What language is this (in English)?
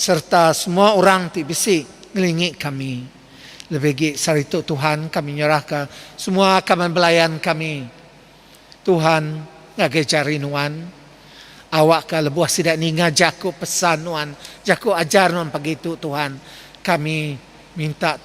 Iban